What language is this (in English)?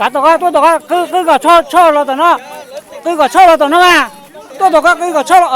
Hmong